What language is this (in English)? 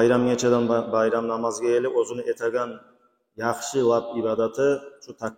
Kumyk